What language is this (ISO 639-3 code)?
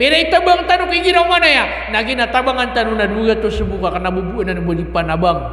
mrw